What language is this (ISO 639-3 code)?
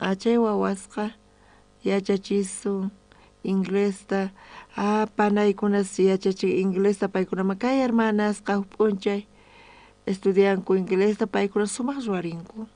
quh